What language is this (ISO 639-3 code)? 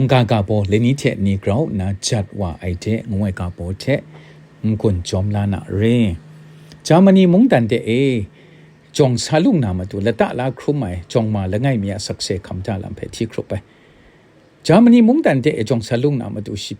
kac